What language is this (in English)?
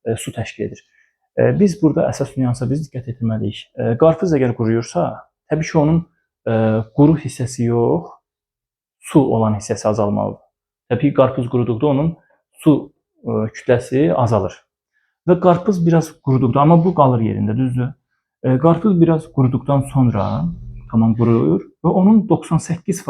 Azerbaijani